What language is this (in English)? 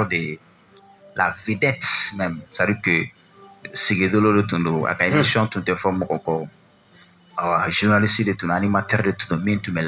Bambara